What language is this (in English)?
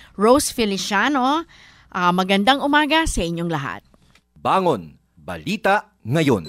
Filipino